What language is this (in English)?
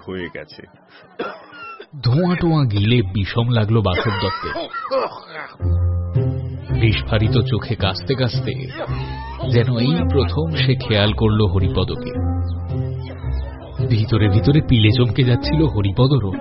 Bangla